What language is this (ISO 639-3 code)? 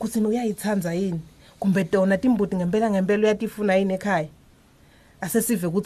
ssw